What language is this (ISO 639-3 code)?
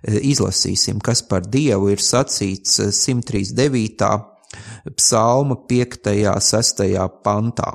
lav